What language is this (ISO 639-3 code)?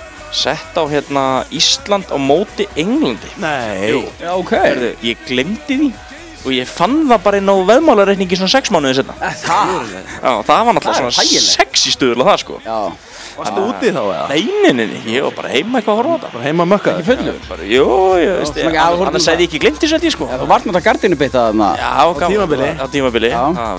isl